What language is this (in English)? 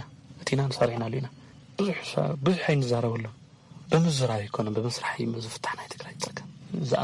Tigrinya